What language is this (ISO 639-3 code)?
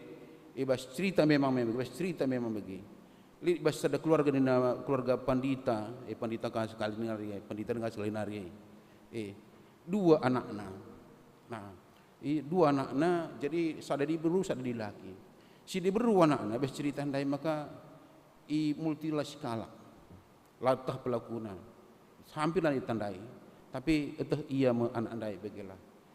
btx